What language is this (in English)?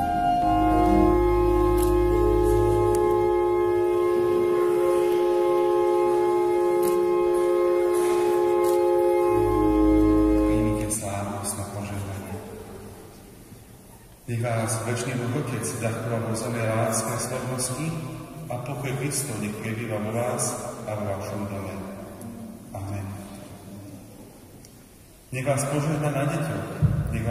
Slovak